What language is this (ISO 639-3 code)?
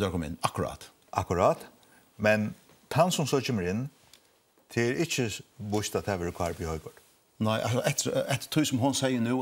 fao